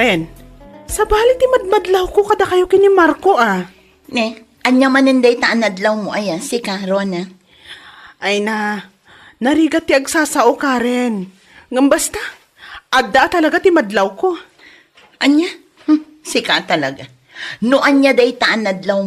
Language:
Iloko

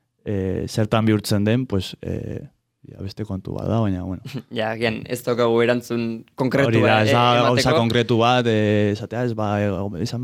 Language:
Basque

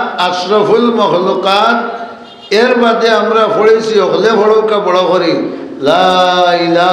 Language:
Sylheti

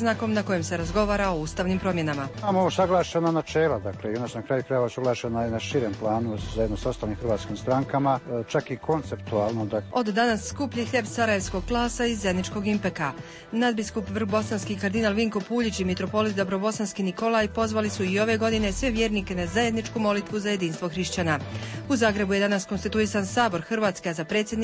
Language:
Croatian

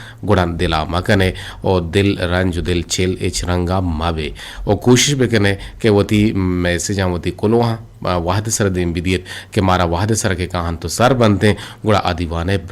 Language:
Eastern Balochi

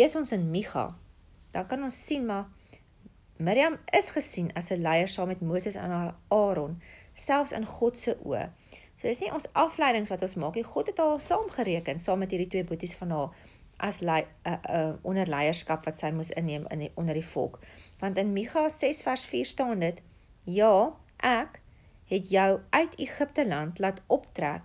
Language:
Afrikaans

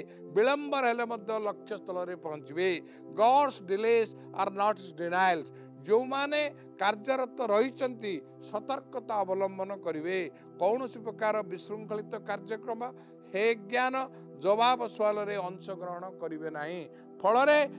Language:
Odia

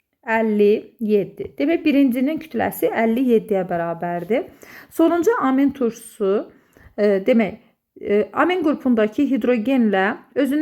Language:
Azerbaijani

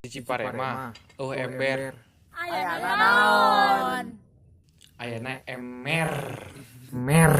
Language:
Sundanese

